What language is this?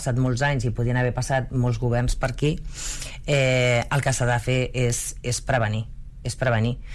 Catalan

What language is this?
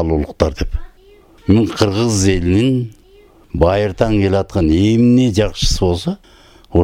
Kyrgyz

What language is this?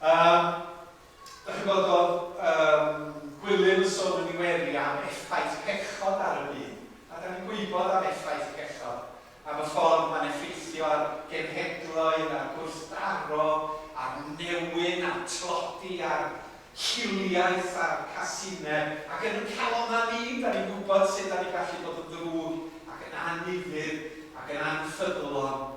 Welsh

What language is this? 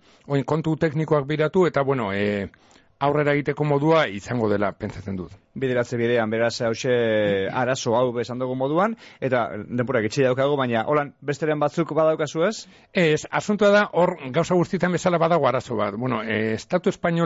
Basque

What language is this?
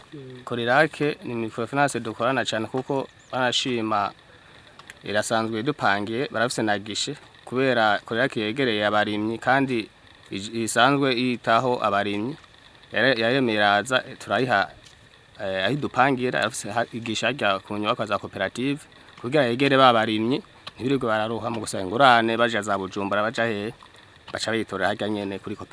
Rundi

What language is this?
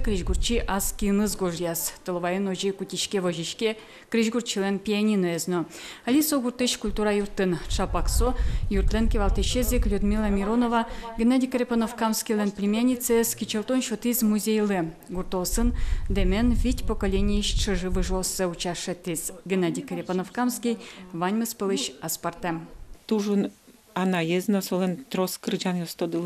Udmurt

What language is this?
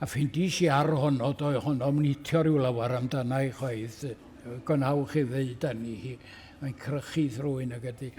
Welsh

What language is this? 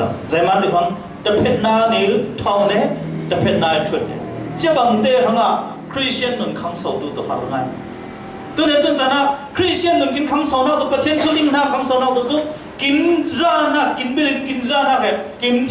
Falam Chin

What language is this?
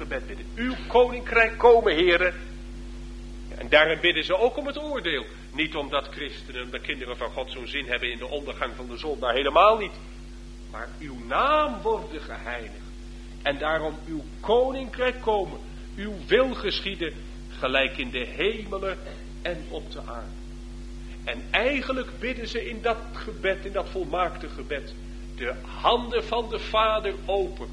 Dutch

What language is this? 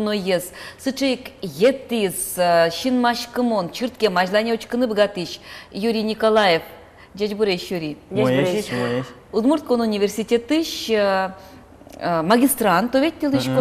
Udmurt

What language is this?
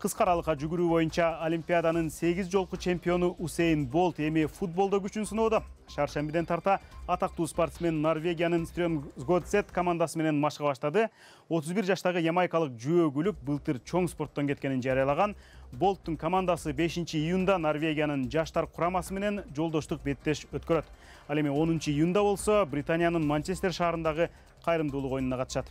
Kyrgyz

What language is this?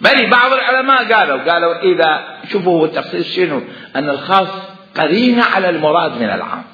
Mesopotamian Arabic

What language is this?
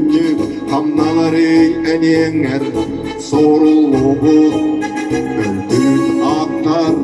Yakut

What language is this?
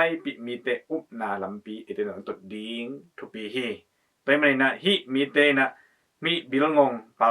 Tedim Chin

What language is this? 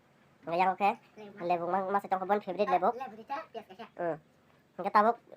Kok Borok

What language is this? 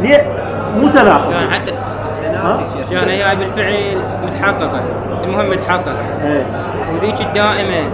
Mesopotamian Arabic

